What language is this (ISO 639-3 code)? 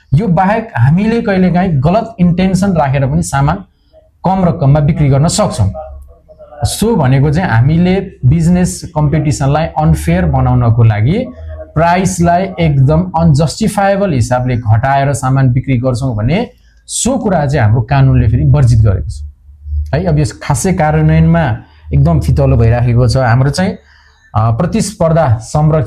nep